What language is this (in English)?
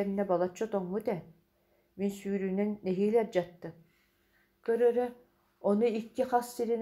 Yakut